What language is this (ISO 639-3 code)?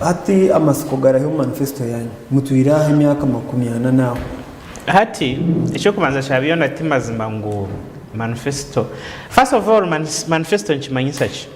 nyn